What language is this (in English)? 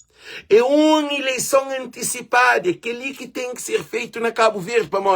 Kabuverdianu